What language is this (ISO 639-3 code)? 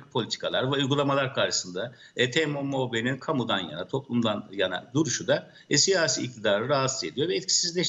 tur